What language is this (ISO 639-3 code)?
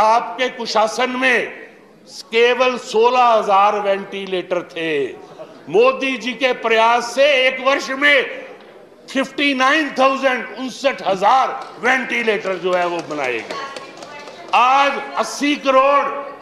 hin